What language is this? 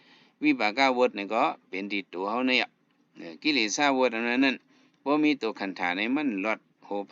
Shan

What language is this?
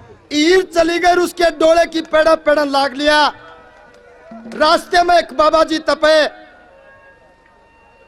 Haryanvi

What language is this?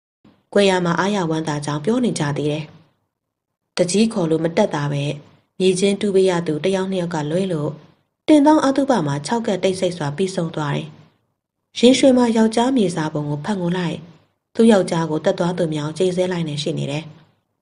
Burmese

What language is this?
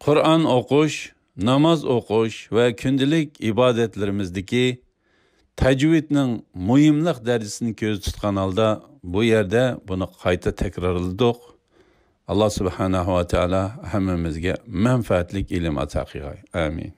Uyghur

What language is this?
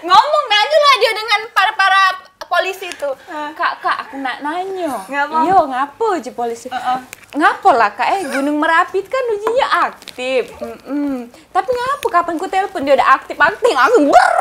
Musi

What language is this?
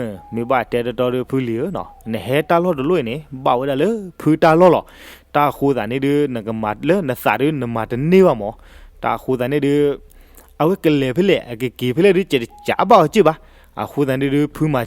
S'gaw Karen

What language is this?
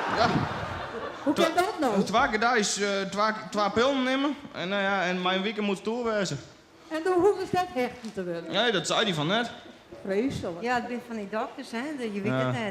Western Frisian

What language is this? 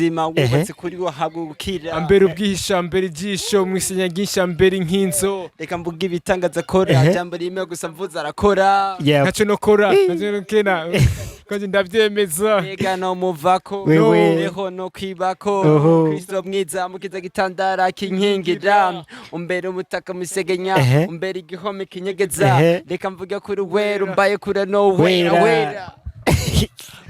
Rundi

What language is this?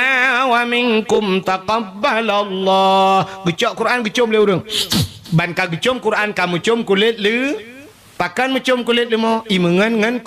Achinese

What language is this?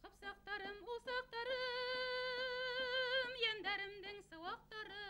Bashkir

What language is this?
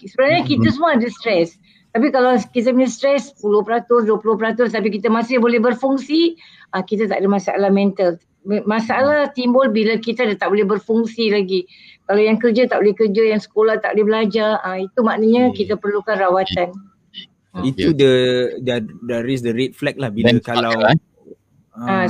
Malay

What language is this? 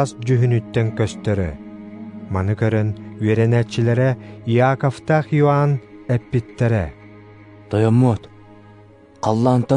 Yakut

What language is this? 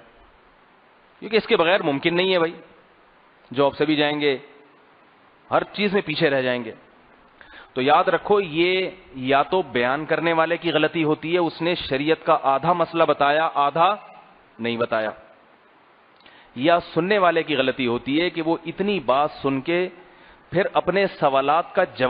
Urdu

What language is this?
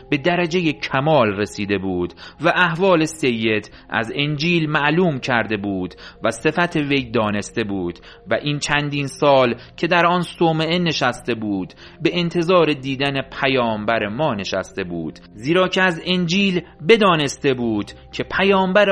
Persian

